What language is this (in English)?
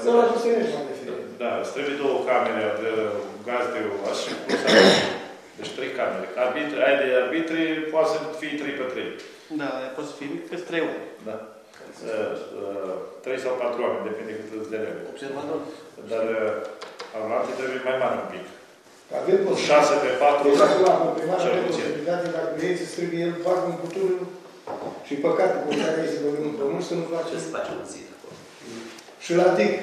Romanian